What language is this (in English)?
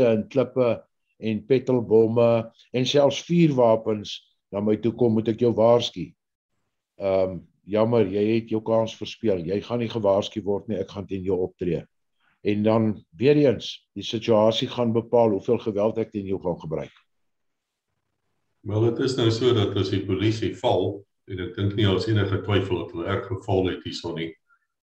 Afrikaans